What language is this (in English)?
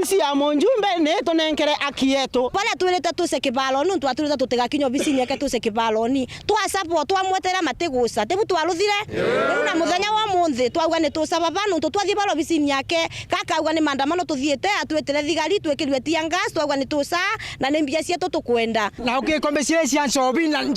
Meru